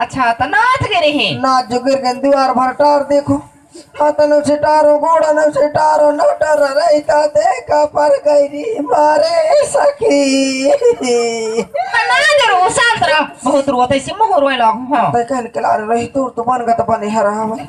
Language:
Chhattisgarhi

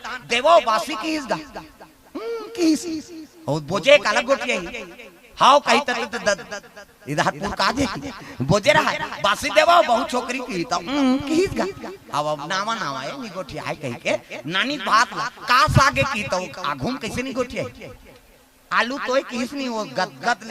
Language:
Chhattisgarhi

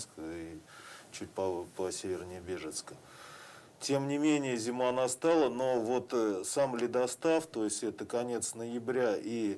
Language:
Russian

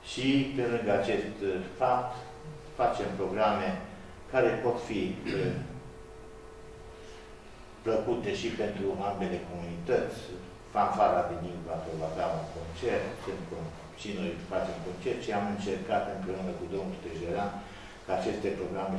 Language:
Romanian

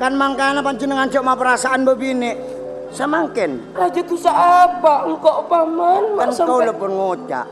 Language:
Madurese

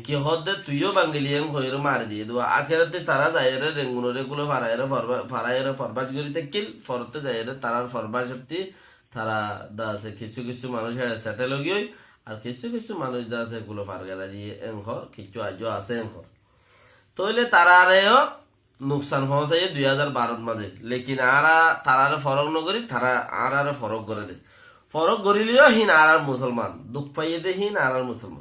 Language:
Rohingya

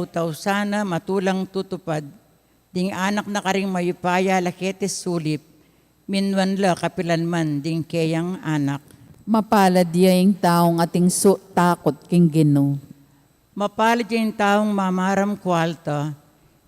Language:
Pampanga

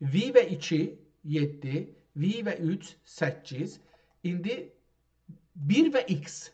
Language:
South Azerbaijani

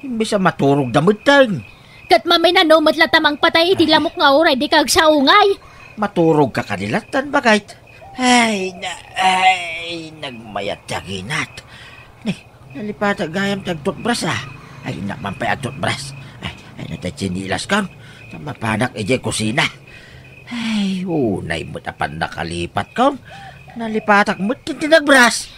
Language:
Iloko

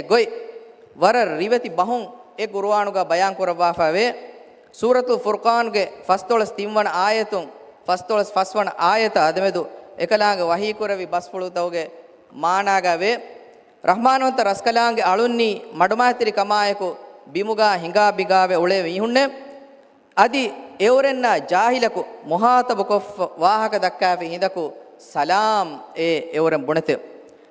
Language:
Divehi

